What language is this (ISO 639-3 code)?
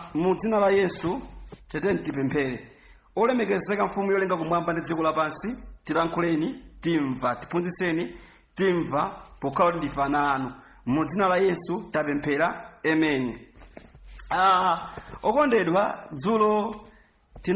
nya